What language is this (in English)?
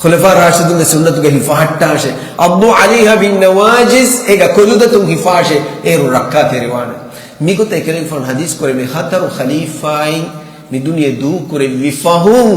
Divehi